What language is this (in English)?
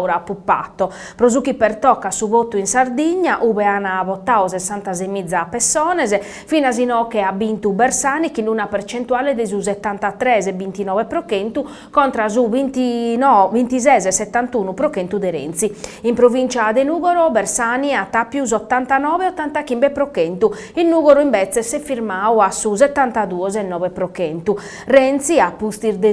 Sardinian